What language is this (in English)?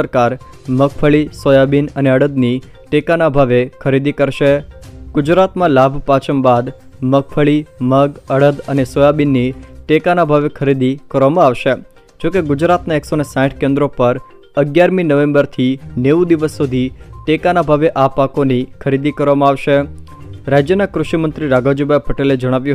Gujarati